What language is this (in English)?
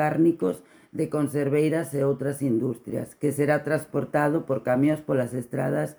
Galician